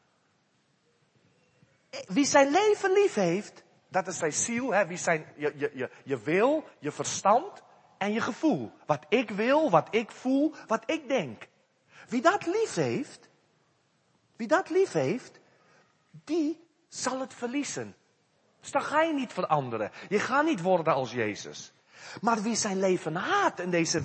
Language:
Dutch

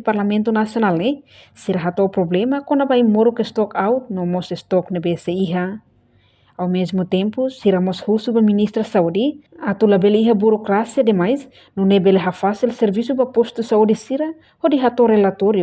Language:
Tetum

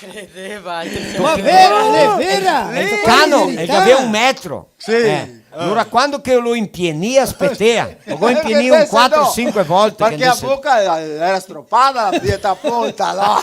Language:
Venetian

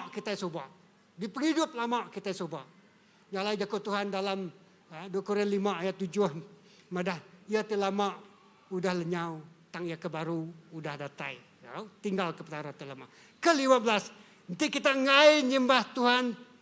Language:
Iban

